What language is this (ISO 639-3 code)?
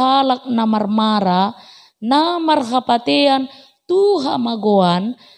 bbc